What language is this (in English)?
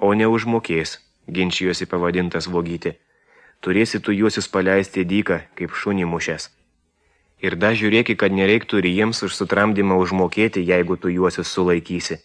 Lithuanian